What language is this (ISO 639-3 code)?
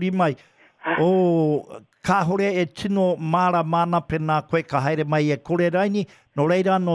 mri